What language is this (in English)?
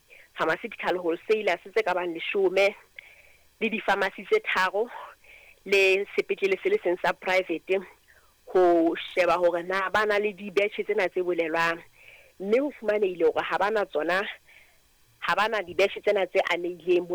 Southern Sotho